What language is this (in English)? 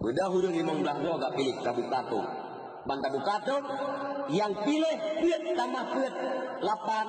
Achinese